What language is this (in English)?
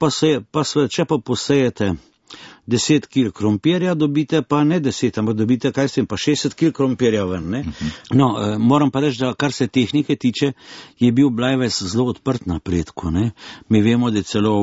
Slovenian